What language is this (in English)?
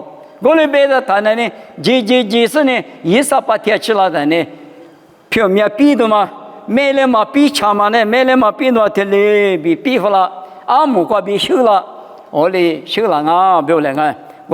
Lisu